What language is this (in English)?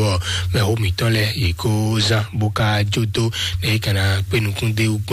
Fon